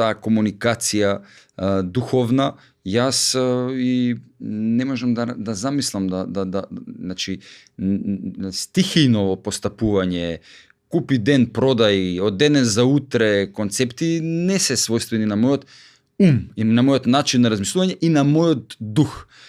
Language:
Macedonian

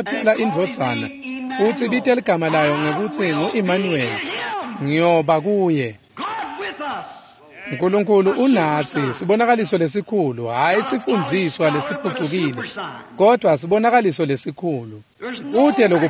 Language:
Swati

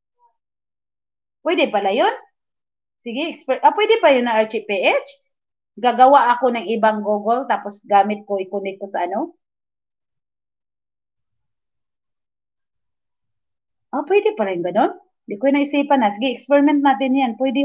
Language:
Filipino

